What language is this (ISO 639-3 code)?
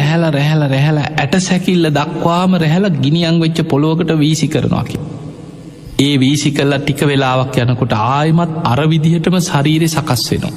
sin